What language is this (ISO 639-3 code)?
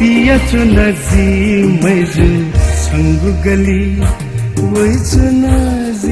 new